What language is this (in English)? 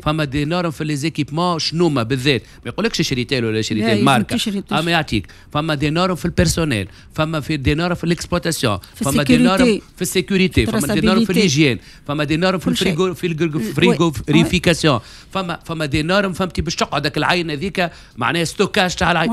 Tunisian Arabic